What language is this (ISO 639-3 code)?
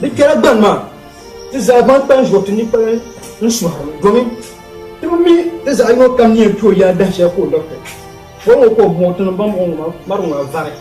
dag